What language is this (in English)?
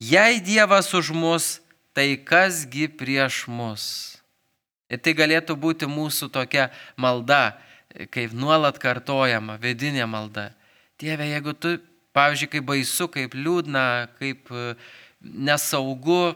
Lithuanian